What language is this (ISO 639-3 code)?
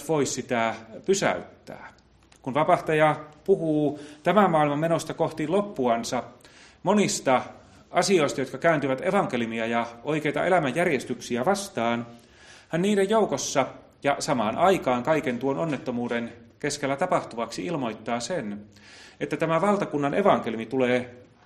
fin